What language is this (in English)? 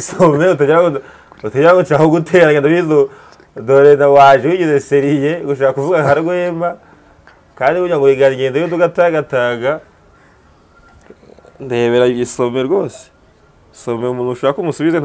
Kinyarwanda